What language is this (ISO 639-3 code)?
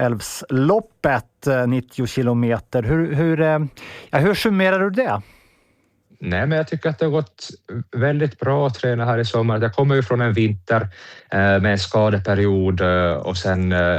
swe